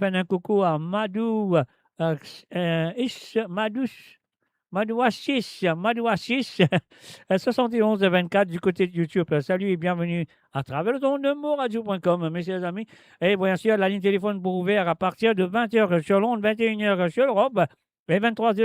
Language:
Morisyen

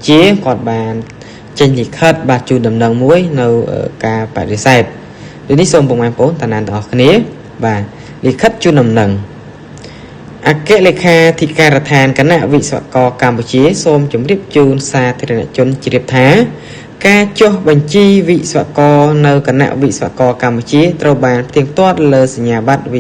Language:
Khmer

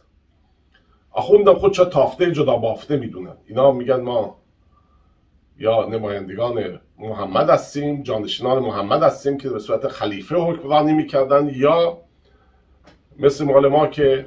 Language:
Persian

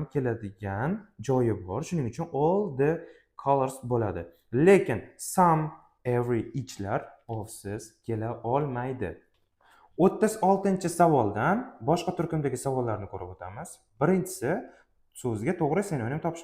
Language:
Uzbek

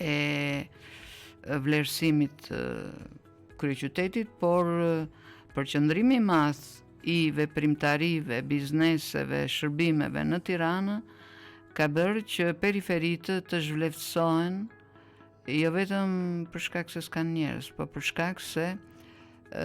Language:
Albanian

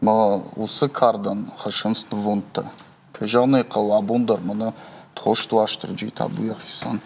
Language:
Ossetic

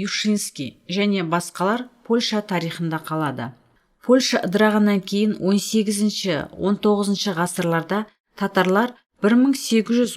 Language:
Kazakh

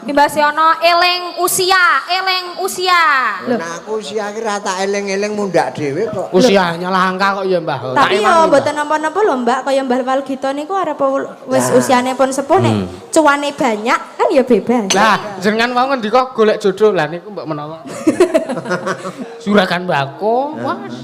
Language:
Javanese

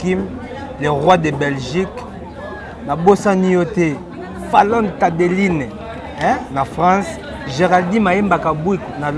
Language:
Lingala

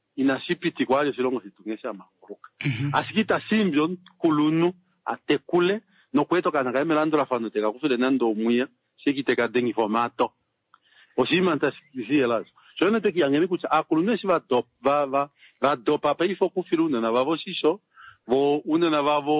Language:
Kuanyama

